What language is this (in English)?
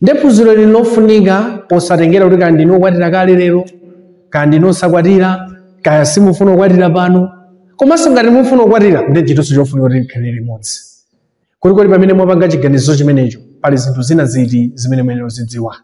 Nyanja